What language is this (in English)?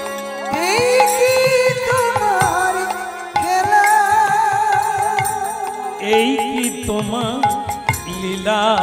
Bangla